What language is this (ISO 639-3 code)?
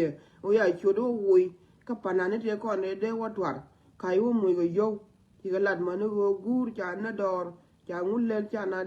nus